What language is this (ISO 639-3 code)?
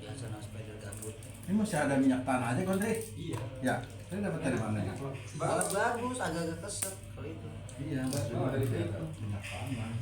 bew